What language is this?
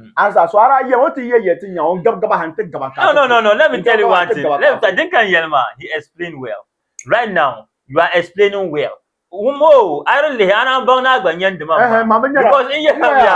Dagbani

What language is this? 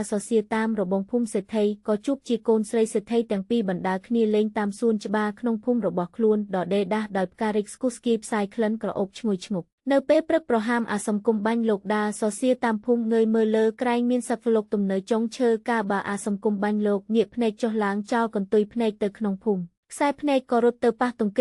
Khmer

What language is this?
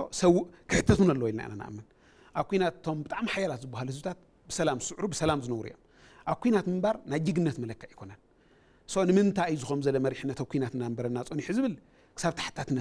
Tigrinya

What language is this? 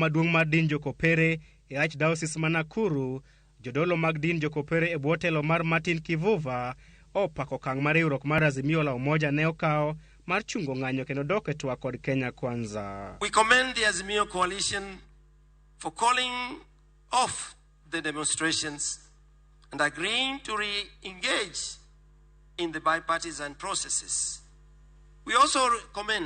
Luo (Kenya and Tanzania)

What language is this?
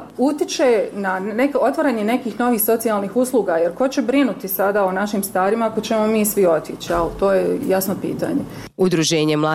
Bosnian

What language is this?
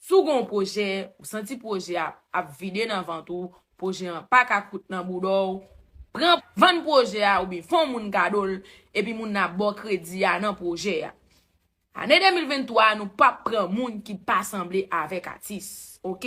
Haitian Creole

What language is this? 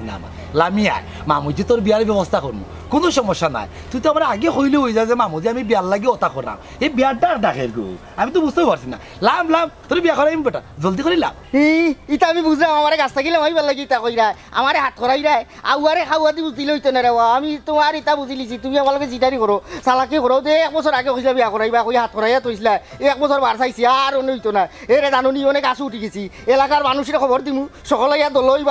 Sylheti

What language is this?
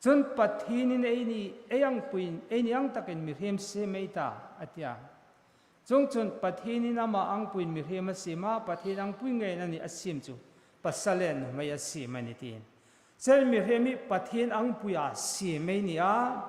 Hmar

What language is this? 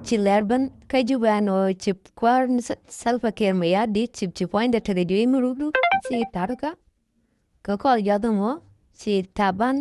Nuer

